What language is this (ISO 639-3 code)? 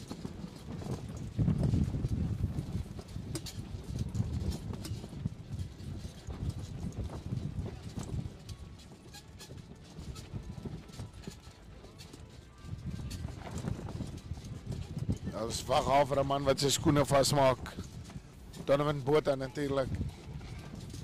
afr